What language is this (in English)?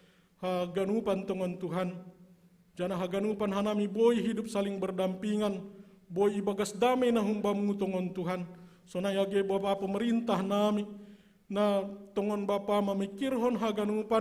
Batak Simalungun